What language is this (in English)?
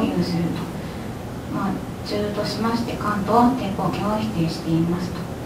Japanese